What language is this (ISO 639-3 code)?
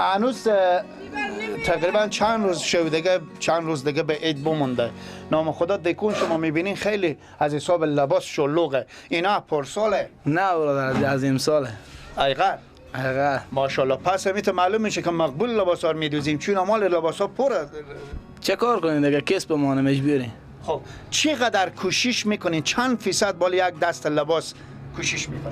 fas